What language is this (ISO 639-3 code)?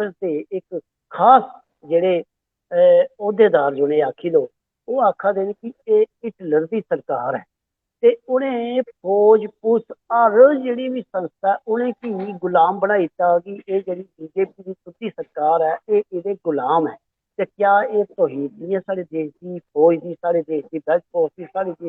doi